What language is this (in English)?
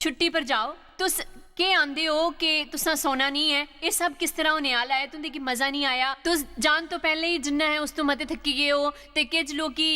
Dogri